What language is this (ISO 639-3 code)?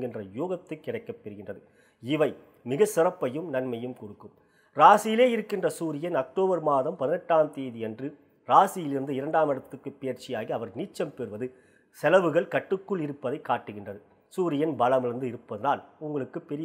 tam